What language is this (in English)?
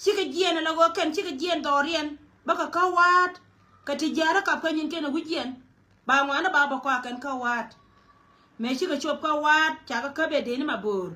Nuer